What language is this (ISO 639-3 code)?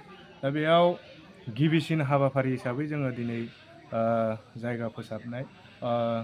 brx